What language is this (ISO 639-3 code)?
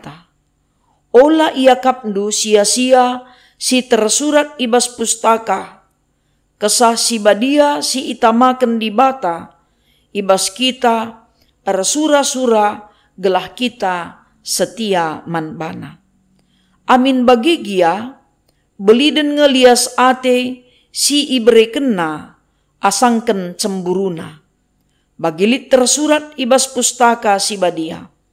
btx